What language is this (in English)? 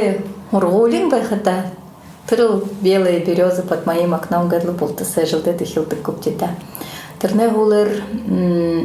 Buriat